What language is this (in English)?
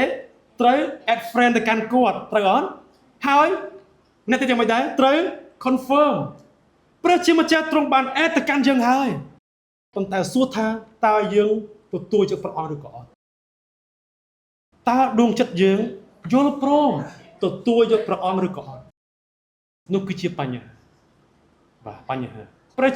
Khmer